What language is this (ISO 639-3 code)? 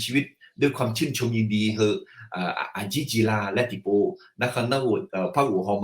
ahk